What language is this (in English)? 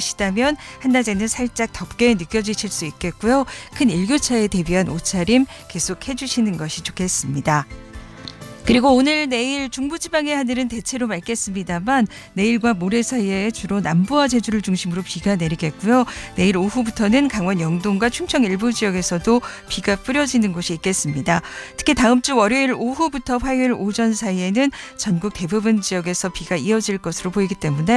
Korean